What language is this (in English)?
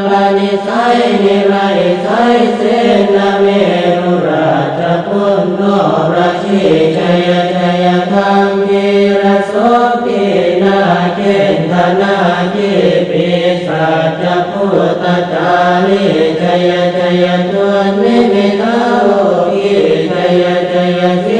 Pali